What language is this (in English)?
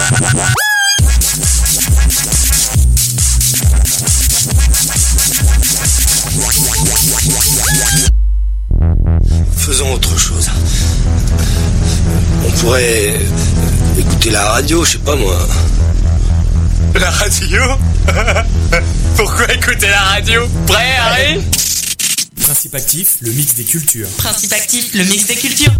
French